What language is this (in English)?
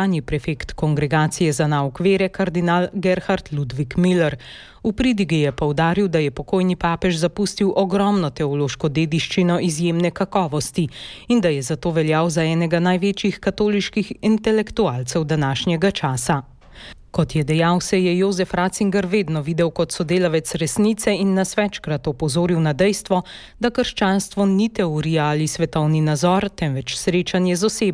Slovenian